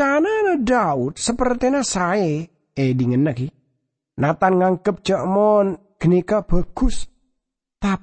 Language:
Madurese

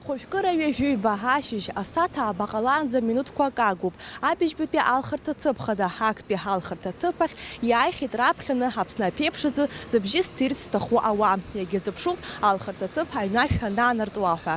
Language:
Abkhazian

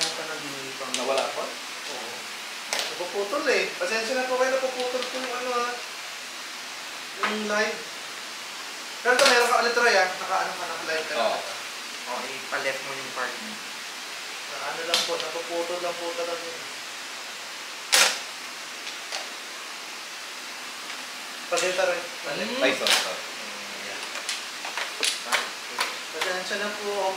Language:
Filipino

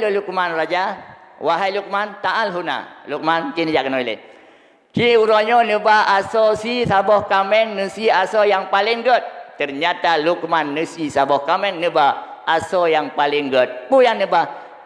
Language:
Achinese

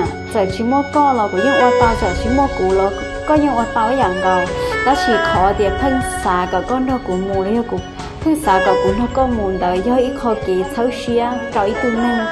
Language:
Hmong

